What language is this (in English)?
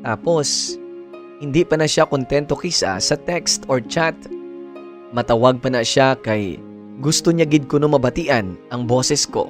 Hiligaynon